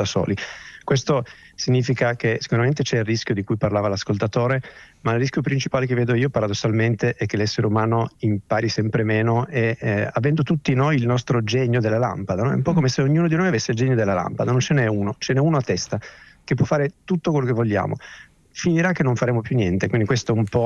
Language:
Italian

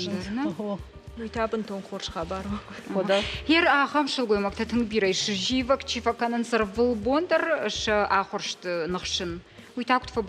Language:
Ossetic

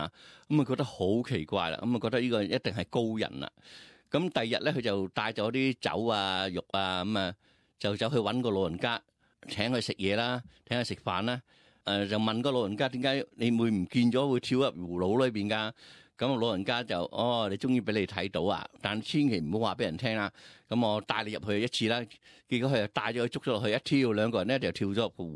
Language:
Cantonese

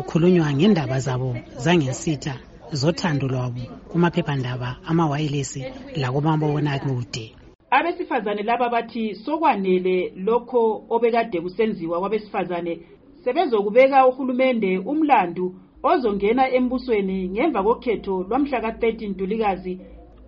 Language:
North Ndebele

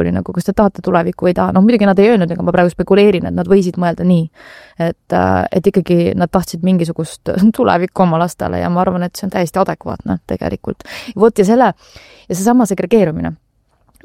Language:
Estonian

